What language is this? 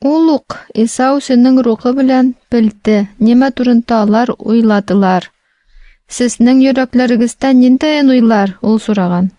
Tatar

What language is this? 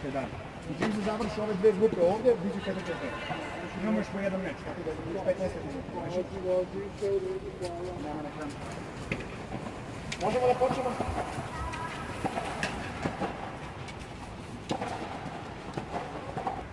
Serbian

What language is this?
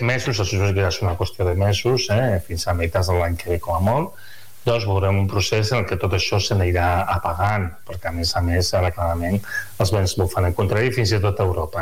Catalan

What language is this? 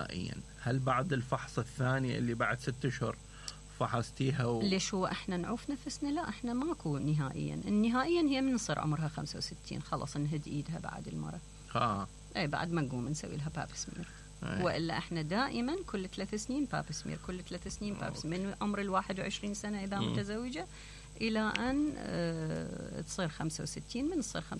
Mesopotamian Arabic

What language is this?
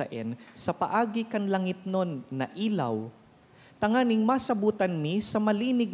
Bikol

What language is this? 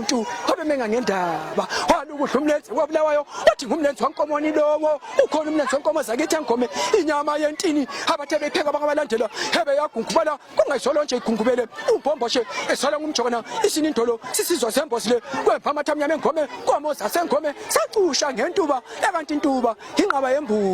Zulu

